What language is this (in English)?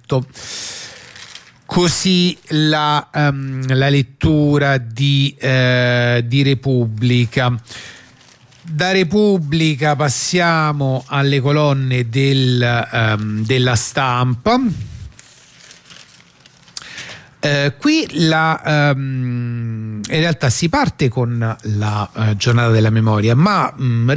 Italian